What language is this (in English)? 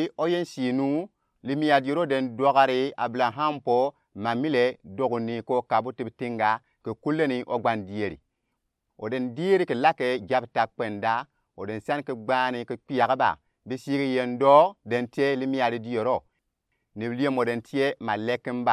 Gourmanchéma